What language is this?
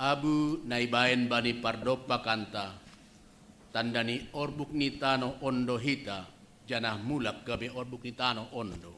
Batak Simalungun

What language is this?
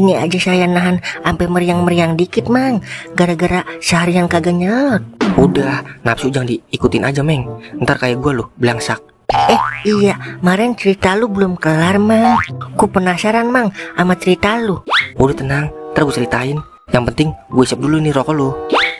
Betawi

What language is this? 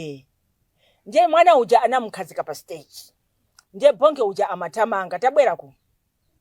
Nyanja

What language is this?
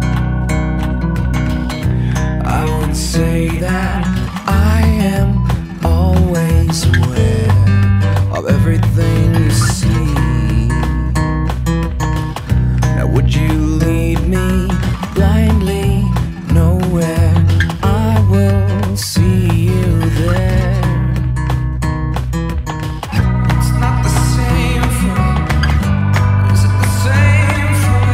English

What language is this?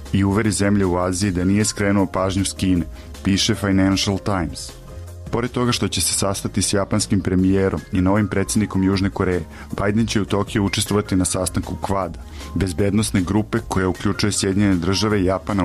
Serbian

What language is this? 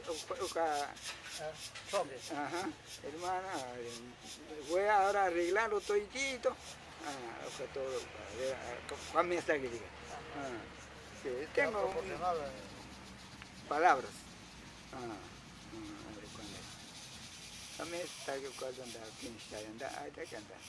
Ashéninka Perené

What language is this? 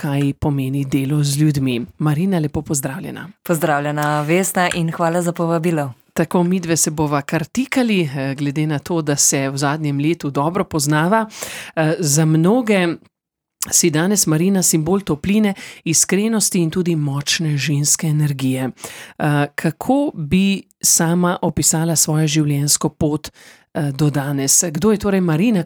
Slovenian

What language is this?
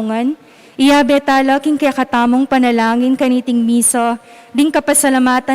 Pampanga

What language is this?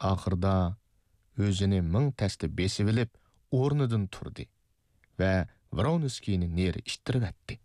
Uyghur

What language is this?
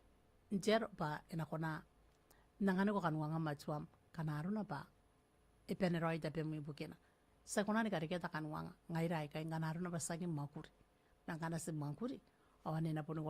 Gilbertese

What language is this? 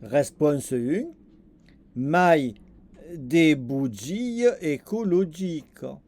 Occitan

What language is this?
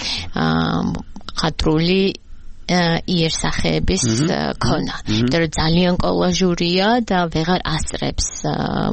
Georgian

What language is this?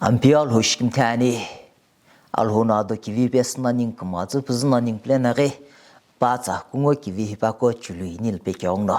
Sumi Naga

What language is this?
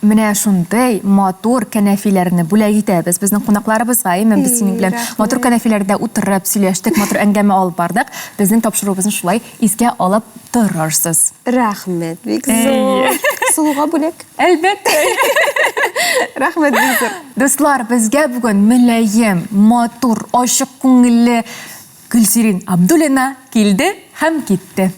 Tatar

